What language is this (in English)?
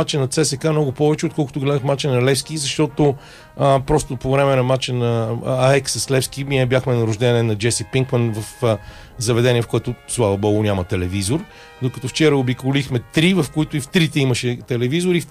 Bulgarian